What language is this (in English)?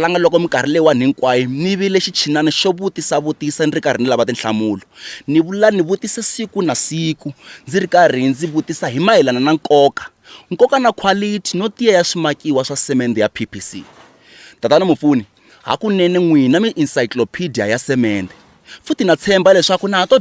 Tsonga